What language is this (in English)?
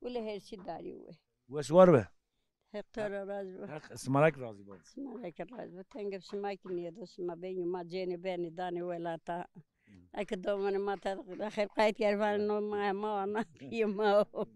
Zaza